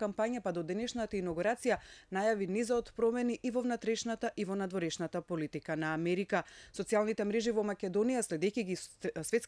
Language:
Macedonian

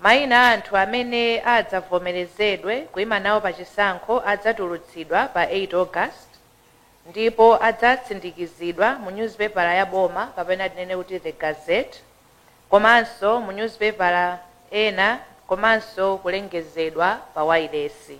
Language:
Nyanja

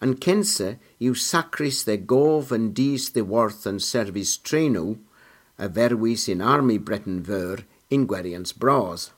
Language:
Cornish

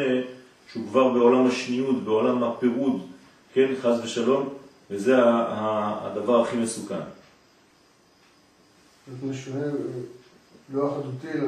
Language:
Hebrew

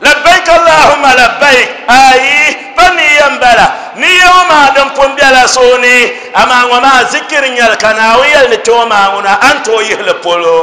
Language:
Dagbani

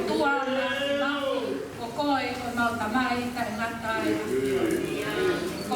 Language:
Tongan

